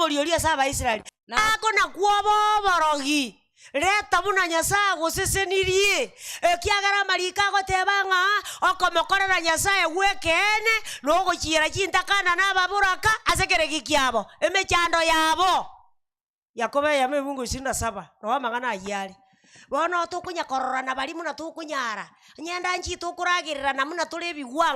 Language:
Gusii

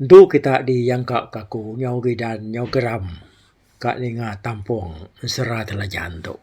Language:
Iban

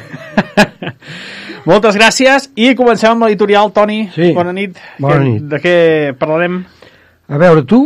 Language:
Catalan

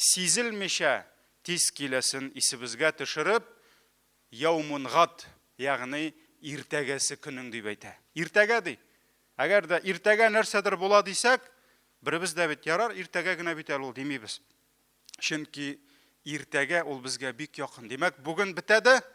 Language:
Tatar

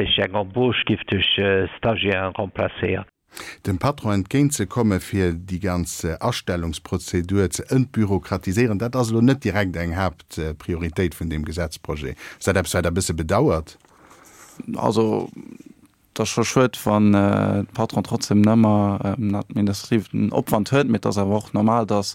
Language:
Luxembourgish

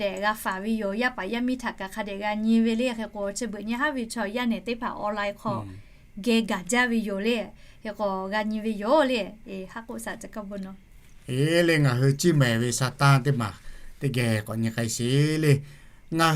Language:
Lahu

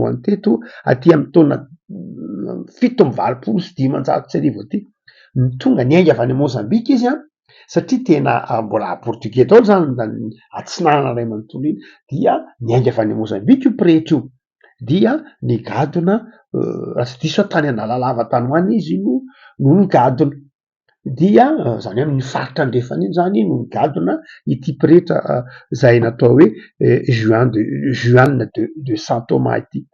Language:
Malagasy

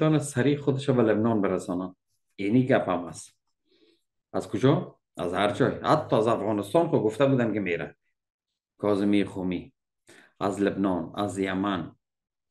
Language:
Persian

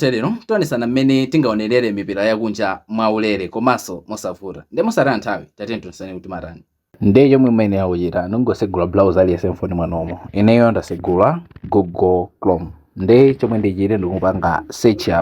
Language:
Nyanja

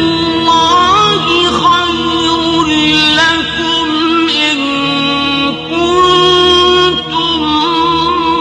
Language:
Persian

